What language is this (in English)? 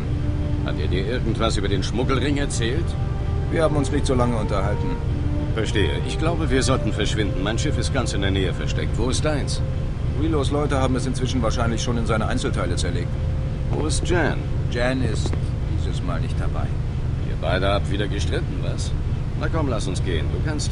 Bavarian